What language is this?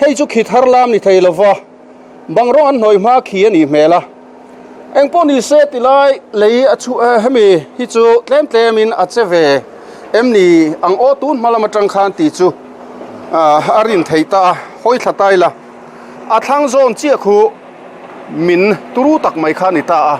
Mizo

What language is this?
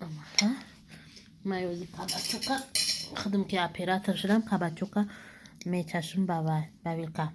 Tajik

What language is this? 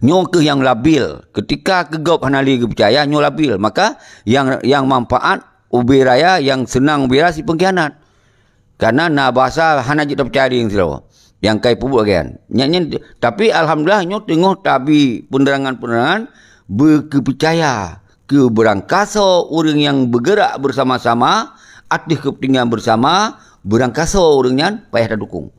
Achinese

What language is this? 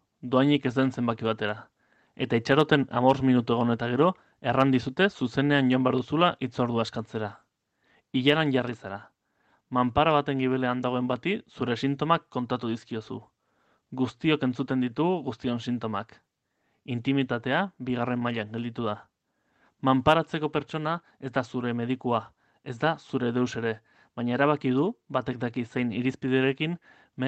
Basque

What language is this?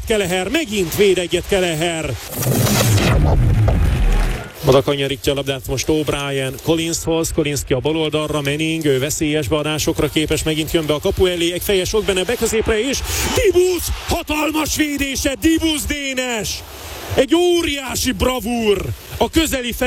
Hungarian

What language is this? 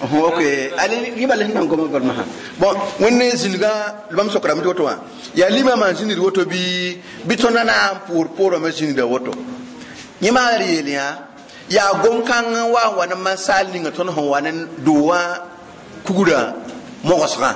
Mossi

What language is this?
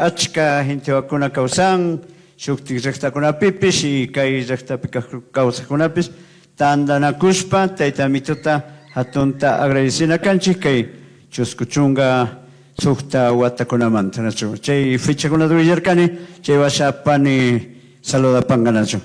Chimborazo Highland Quichua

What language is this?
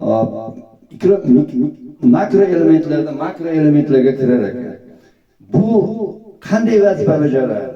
Uzbek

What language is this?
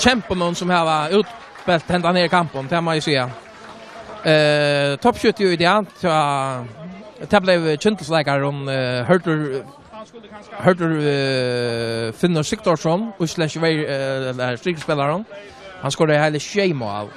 Faroese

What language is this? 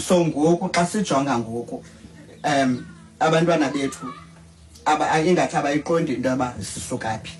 Xhosa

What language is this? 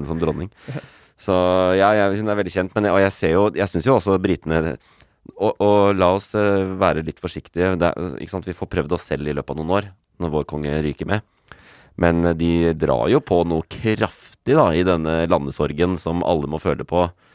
Norwegian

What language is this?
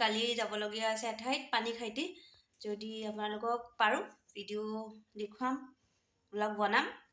Assamese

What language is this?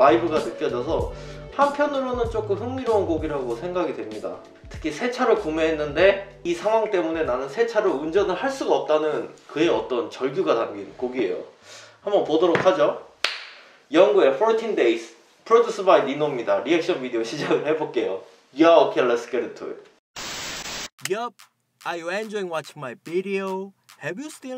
Korean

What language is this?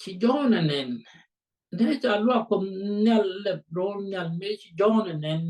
Nuer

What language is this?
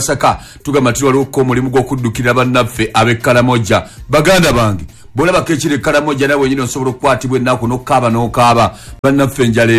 Ganda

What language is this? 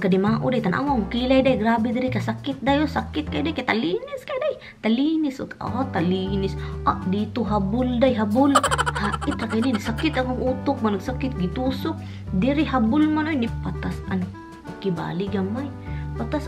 Cebuano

